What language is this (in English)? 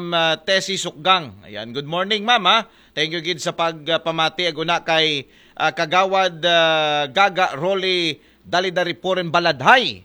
Aklanon